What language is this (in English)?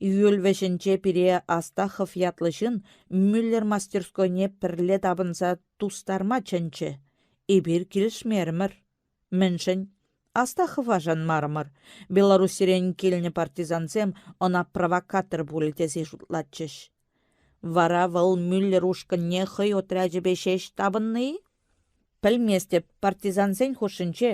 Chuvash